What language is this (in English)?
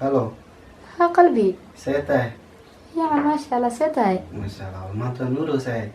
Somali